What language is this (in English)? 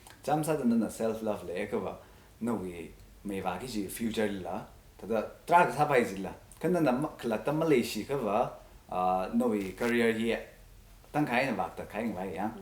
Tangkhul Naga (India)